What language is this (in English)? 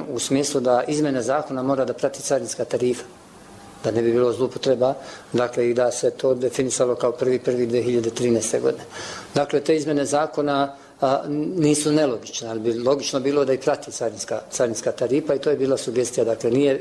Bosnian